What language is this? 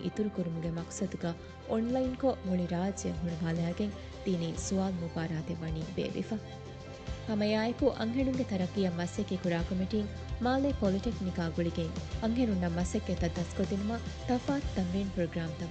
Divehi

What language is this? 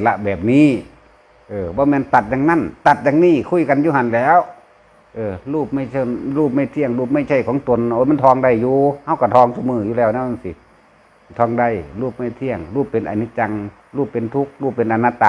Northeastern Thai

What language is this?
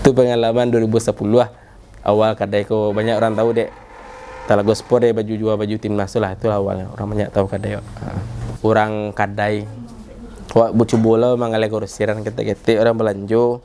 Minangkabau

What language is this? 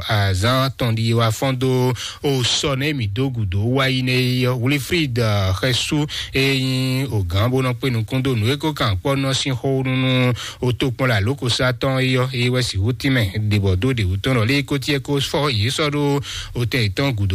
Fon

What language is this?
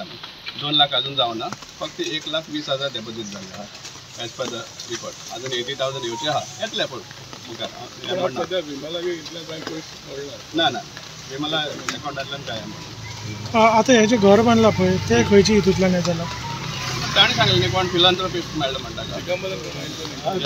Konkani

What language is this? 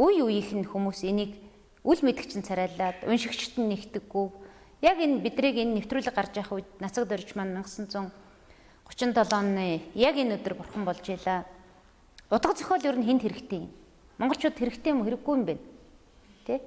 Mongolian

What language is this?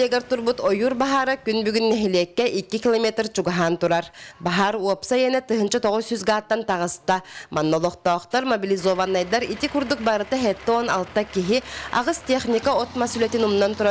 Yakut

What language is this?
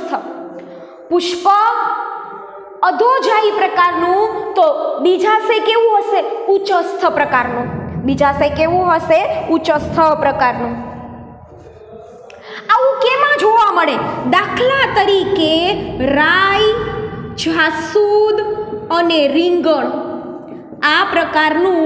Gujarati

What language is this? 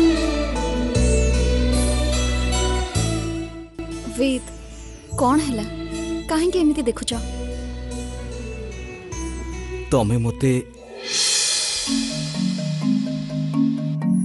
Odia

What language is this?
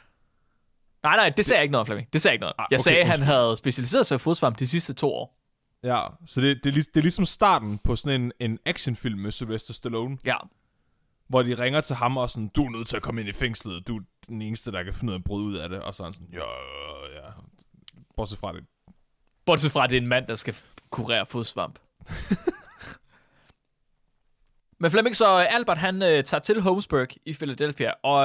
Danish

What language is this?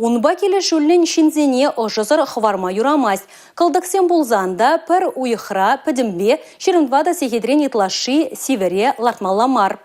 Chuvash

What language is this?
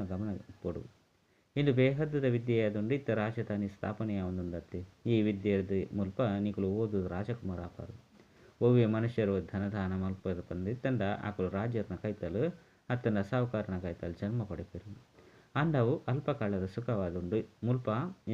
Tulu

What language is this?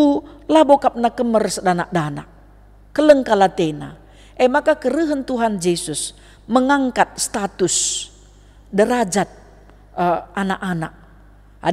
Batak Karo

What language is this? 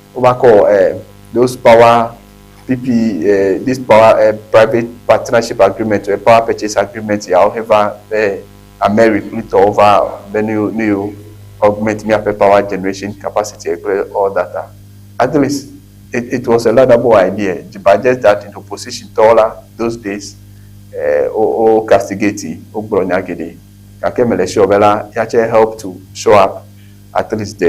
Ewe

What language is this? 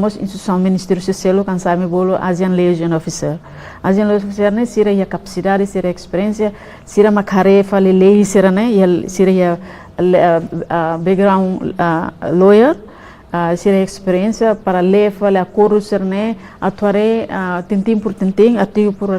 Tetum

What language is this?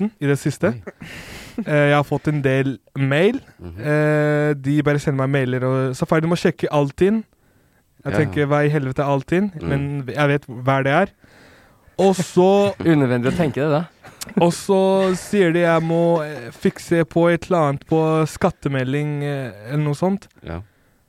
Norwegian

